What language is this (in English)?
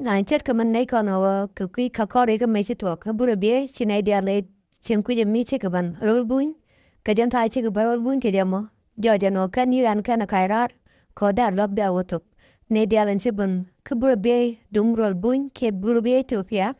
Nuer